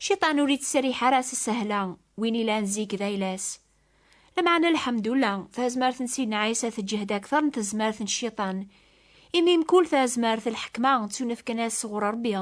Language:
Kabyle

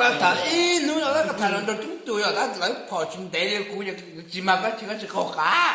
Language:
Hmong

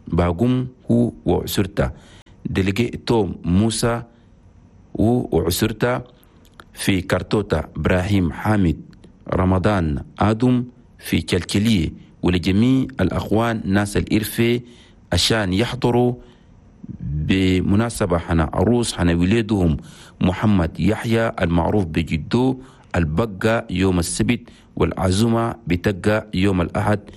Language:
Chadian Arabic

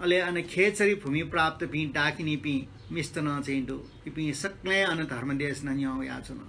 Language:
Newari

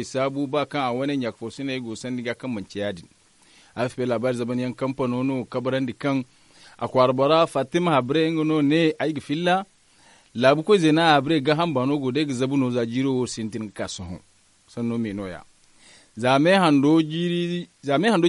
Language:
Zarma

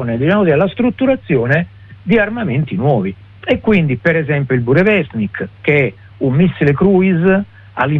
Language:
Italian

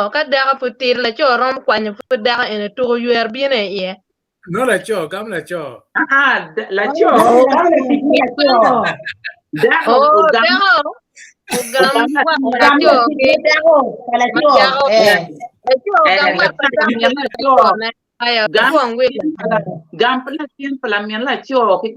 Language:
Acoli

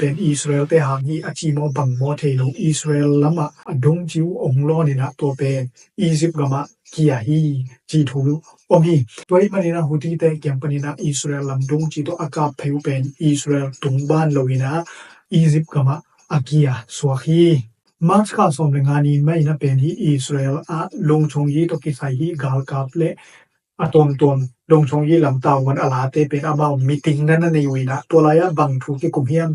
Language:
Tedim Chin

